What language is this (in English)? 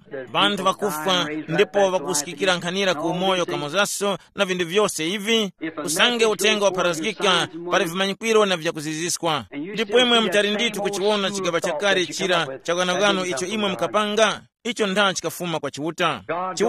Tumbuka